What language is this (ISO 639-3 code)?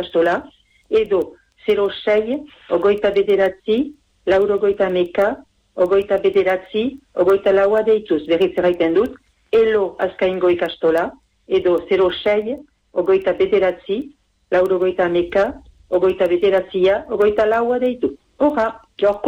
eus